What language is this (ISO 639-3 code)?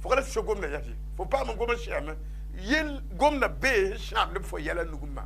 mos